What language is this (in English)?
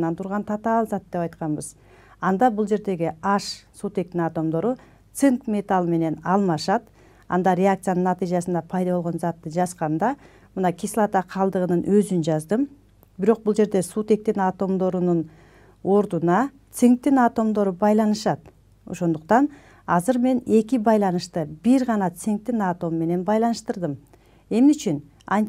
Kyrgyz